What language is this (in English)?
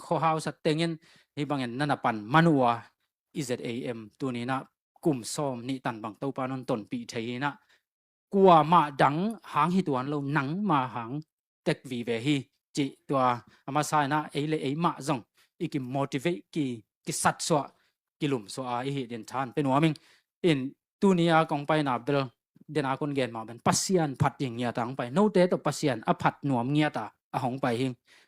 Tedim Chin